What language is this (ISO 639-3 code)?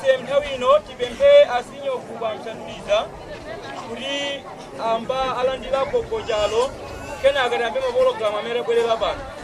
nya